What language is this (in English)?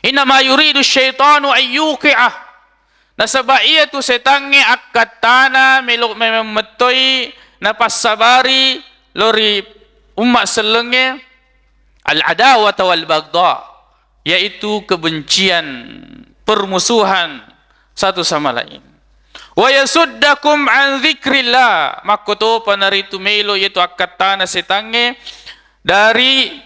Buginese